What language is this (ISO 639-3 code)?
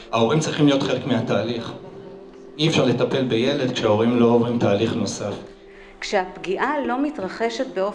heb